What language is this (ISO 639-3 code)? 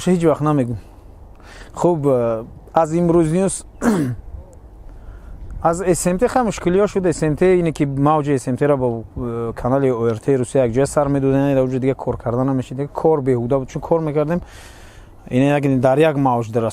tgk